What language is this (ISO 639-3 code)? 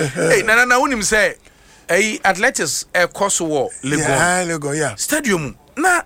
aka